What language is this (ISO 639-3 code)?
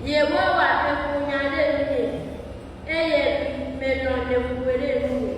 ewe